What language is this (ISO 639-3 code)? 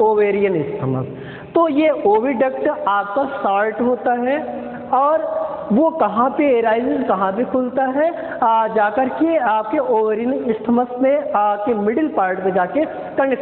hin